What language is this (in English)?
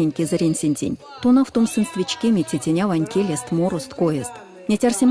Erzya